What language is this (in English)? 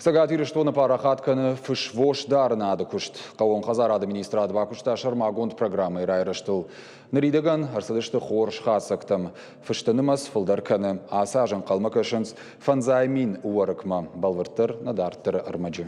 Ossetic